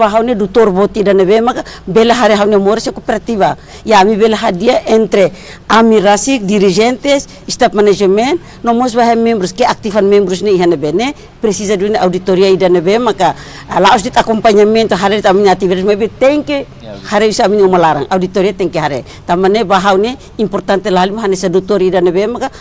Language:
Tetum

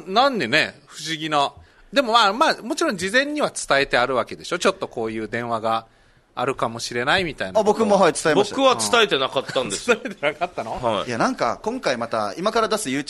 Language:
Japanese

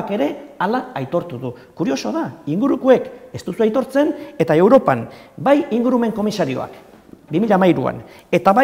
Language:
Basque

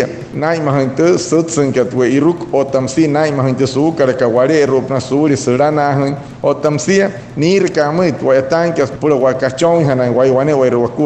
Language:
Wayuu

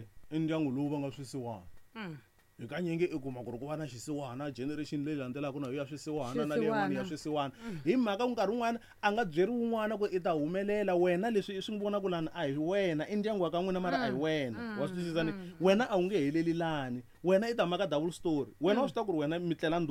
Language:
Tsonga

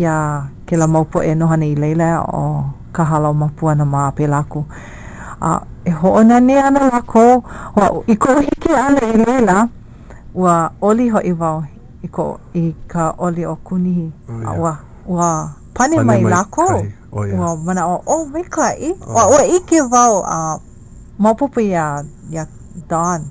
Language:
Hawaiian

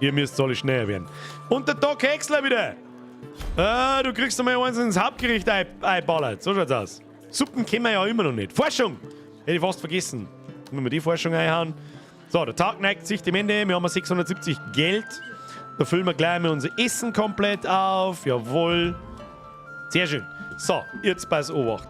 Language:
Bavarian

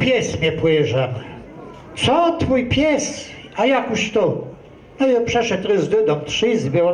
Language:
Kashubian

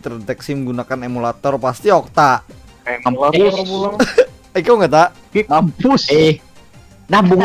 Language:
Banjar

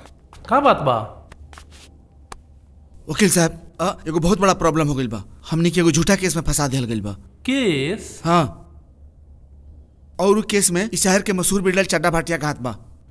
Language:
Bhojpuri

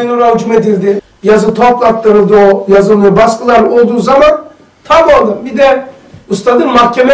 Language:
Turkish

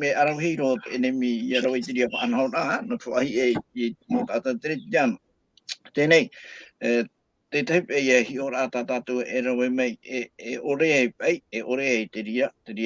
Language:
Tahitian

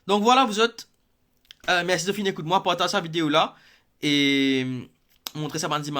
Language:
Morisyen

